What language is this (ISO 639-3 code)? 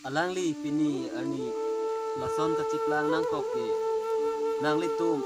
mjw